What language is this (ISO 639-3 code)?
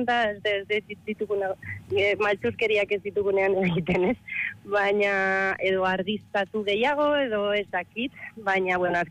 eus